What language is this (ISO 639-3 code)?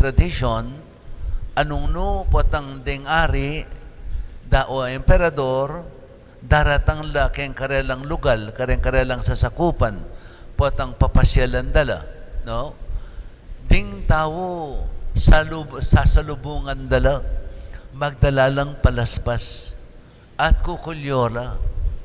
pam